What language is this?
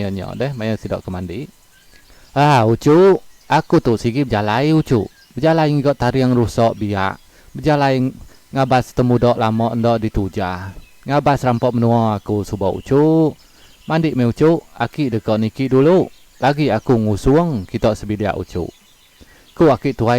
Iban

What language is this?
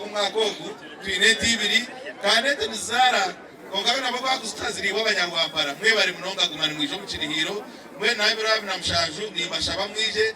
Nyankole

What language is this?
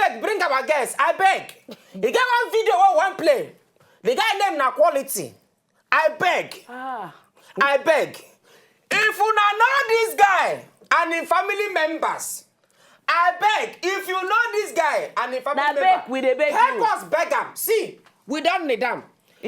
Nigerian Pidgin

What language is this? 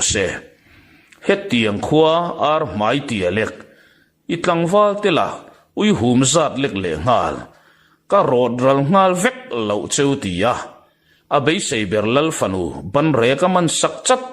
Mizo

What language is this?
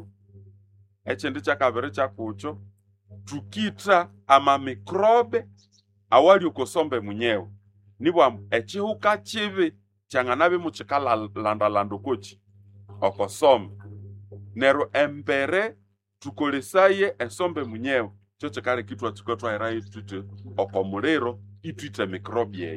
Nande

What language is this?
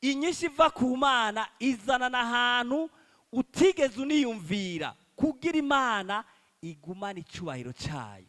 Rundi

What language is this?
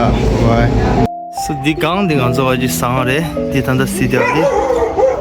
Tibetan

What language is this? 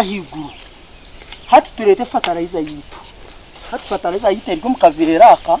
Nyankole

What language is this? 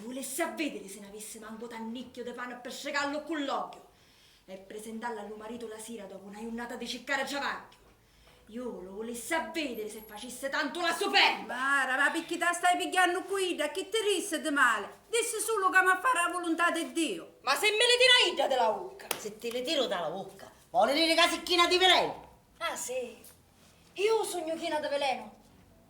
Sicilian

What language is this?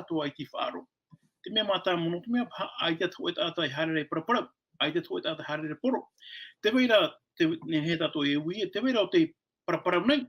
Tahitian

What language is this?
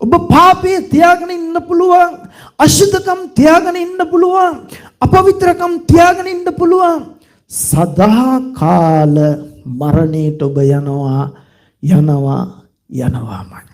Sinhala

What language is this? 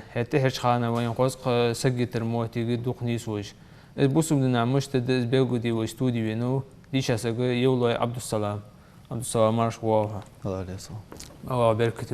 Ingush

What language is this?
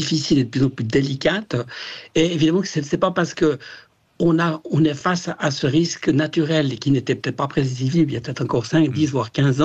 French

